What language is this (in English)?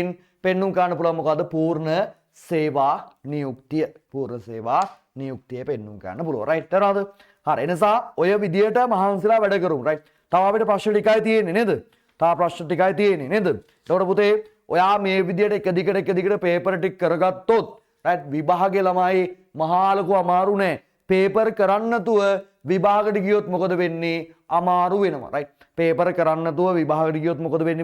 Sinhala